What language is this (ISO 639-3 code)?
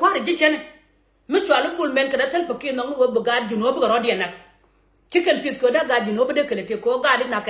nus